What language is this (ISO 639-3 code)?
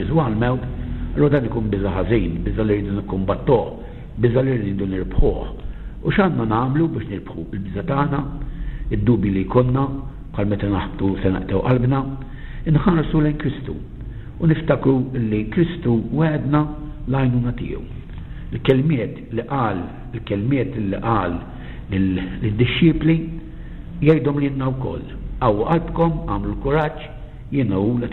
mlt